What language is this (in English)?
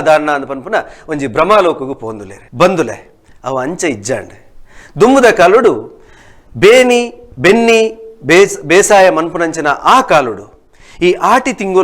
Tulu